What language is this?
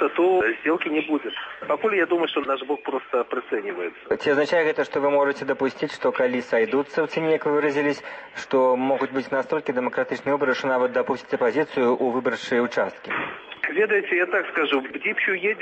Belarusian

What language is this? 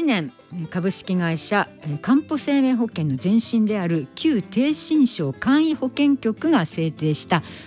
Japanese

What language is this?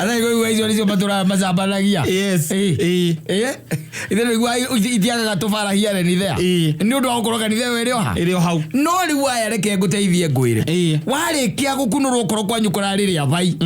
Kikuyu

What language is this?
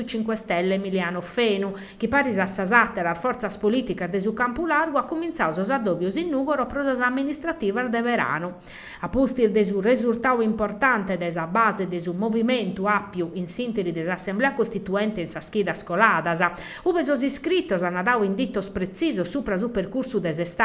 Sardinian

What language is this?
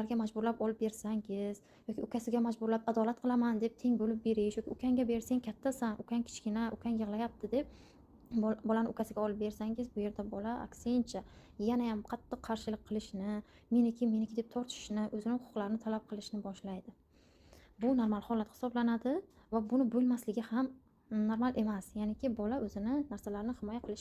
Uzbek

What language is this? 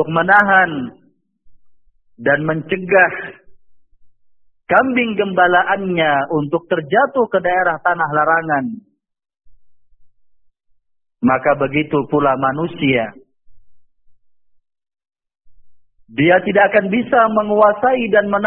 Indonesian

